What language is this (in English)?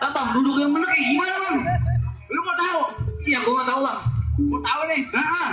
Betawi